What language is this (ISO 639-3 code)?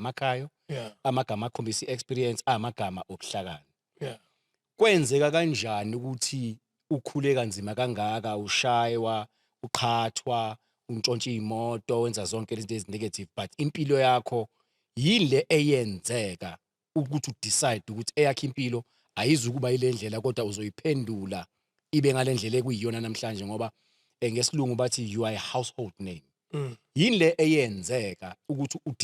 zul